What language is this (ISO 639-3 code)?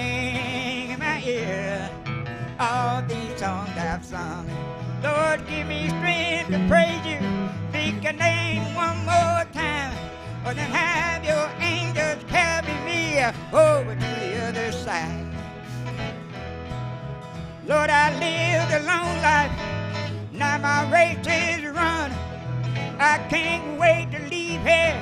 eng